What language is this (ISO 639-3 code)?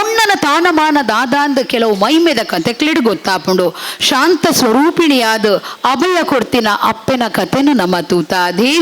tcy